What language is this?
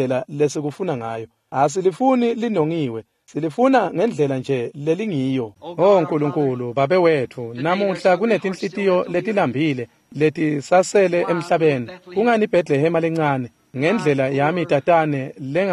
Swati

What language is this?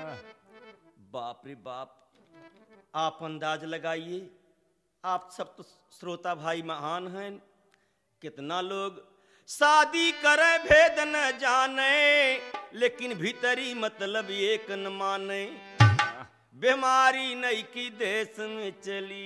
Bhojpuri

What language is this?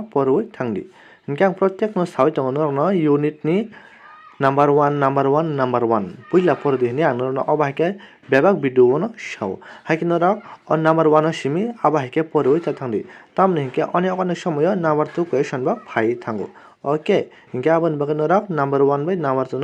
Kok Borok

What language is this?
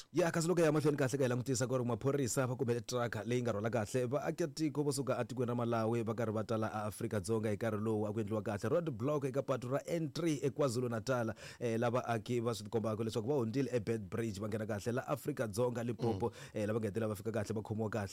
Tsonga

